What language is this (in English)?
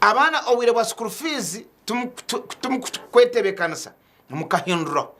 Nyankole